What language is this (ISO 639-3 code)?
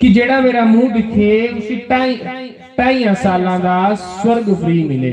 doi